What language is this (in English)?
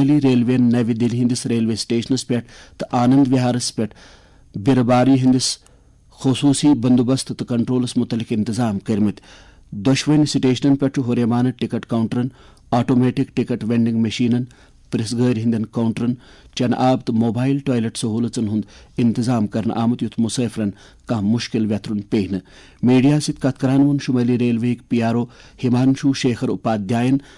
Kashmiri